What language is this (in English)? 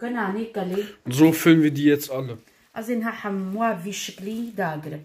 Kurdish